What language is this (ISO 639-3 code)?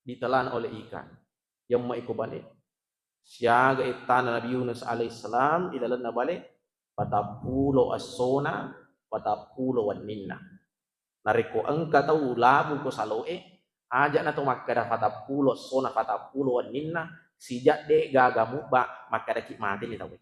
bug